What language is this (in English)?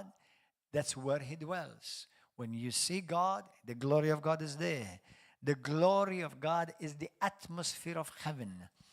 English